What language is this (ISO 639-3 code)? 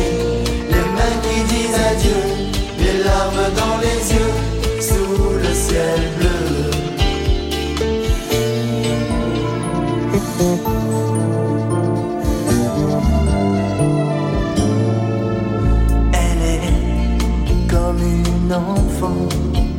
fra